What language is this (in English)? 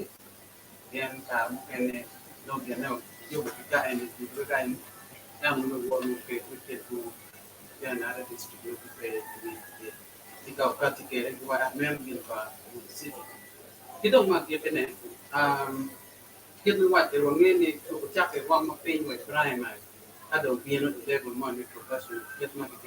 Acoli